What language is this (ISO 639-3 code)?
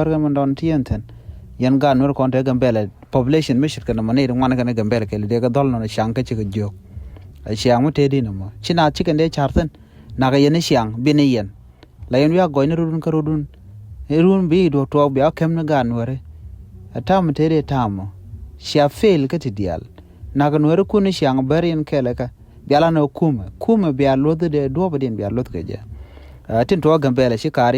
nus